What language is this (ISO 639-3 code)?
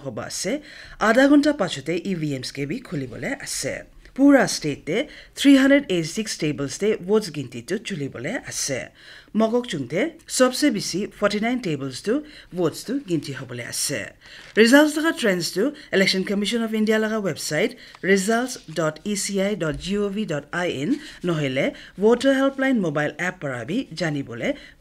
nag